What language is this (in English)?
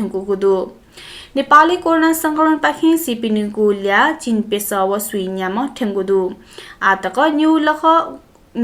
Newari